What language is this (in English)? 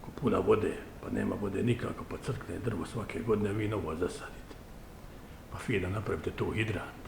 Bosnian